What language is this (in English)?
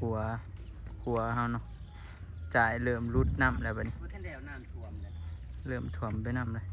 Northeastern Thai